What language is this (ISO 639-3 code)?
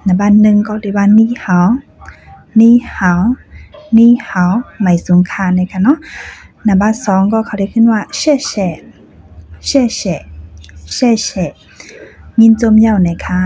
shn